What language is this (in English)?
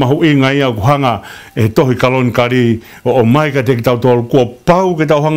Tongan